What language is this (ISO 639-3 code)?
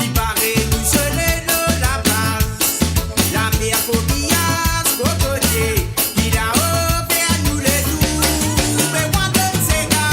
mfe